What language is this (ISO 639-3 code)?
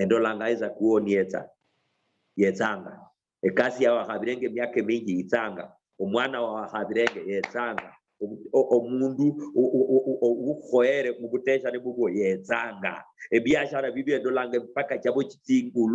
luy